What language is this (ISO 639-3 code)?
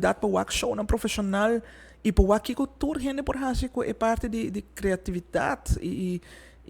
pap